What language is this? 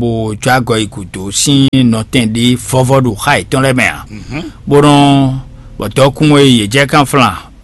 Fon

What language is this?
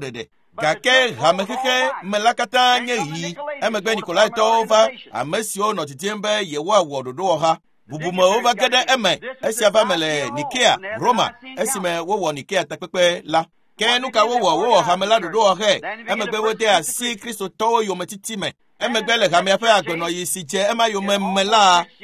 Ewe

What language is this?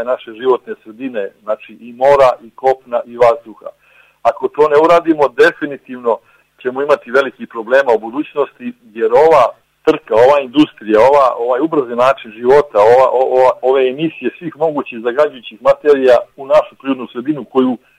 Serbian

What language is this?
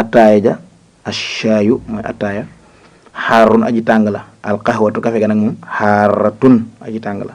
Wolof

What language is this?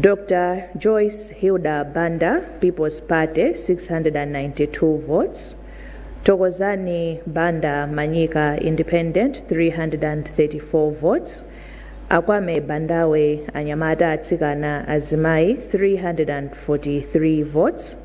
Nyanja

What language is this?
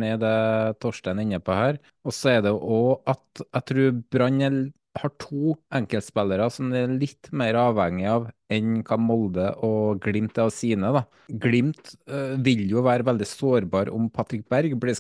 Norwegian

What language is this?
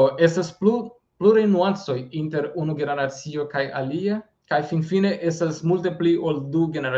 Esperanto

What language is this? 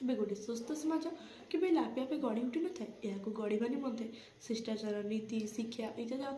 Odia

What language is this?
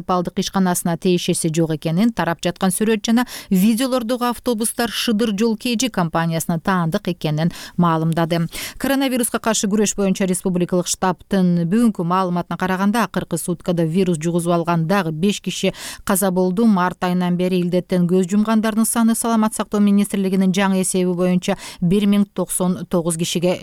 Kyrgyz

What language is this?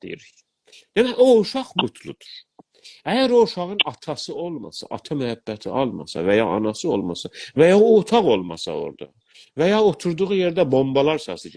South Azerbaijani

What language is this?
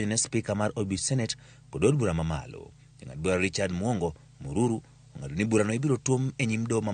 Luo (Kenya and Tanzania)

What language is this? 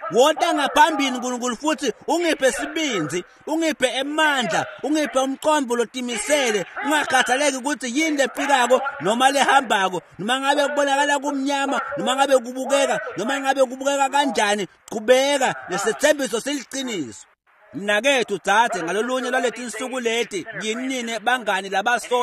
Swati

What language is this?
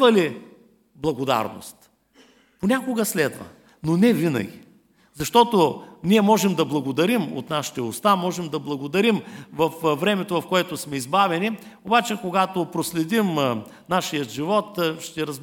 Bulgarian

